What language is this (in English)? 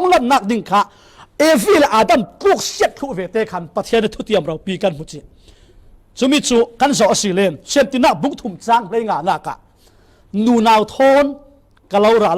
Falam Chin